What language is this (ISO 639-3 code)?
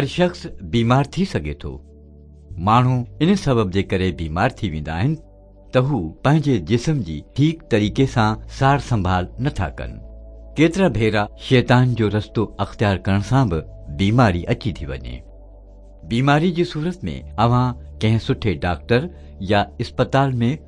snd